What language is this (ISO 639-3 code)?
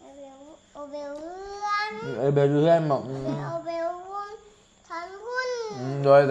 tts